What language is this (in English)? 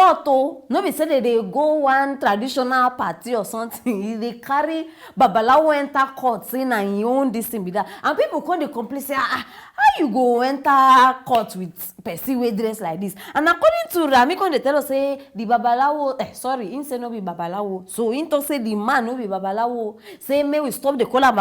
Nigerian Pidgin